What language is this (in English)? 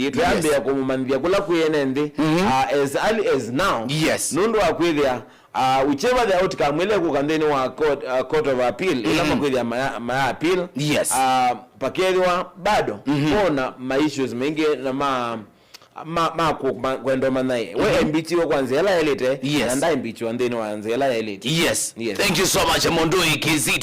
Kamba